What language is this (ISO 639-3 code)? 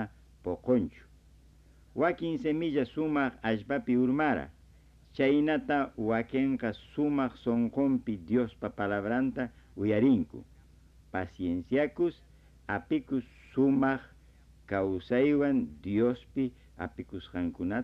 que